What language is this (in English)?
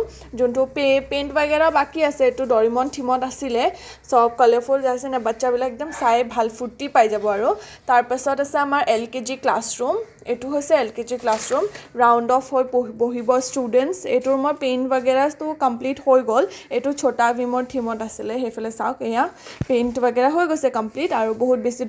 Assamese